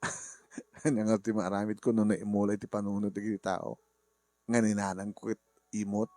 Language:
Iloko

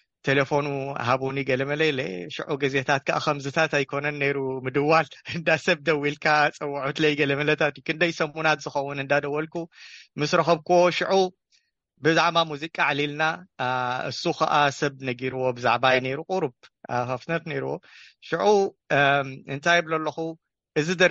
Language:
Tigrinya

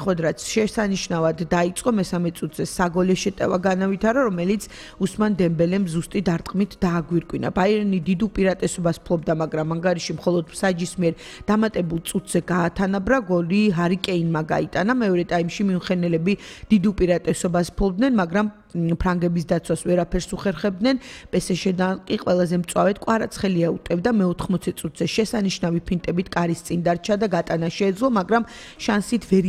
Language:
Georgian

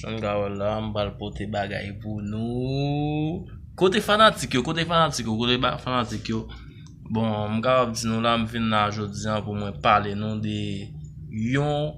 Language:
Haitian Creole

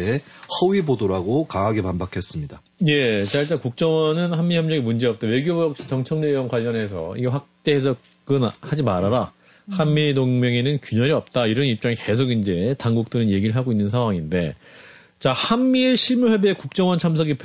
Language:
Korean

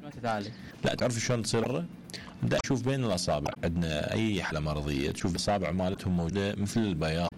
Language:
Mesopotamian Arabic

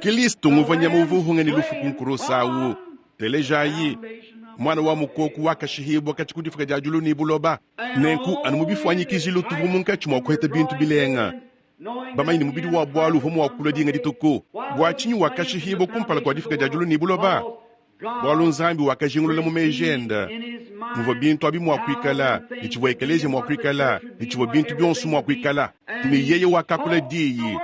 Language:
Luba-Lulua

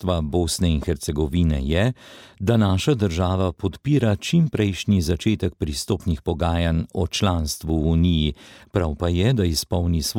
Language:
Slovenian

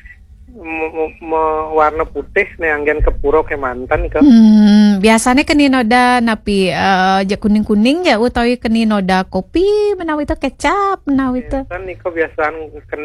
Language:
Balinese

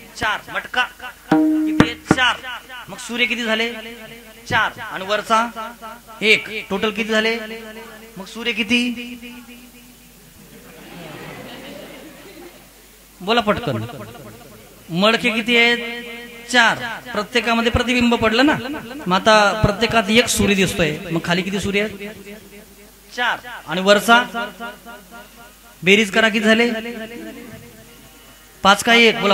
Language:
Marathi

